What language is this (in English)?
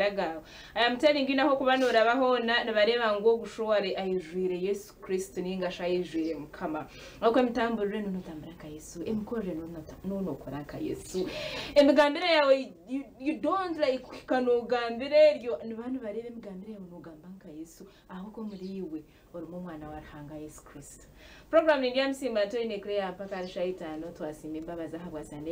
Nyankole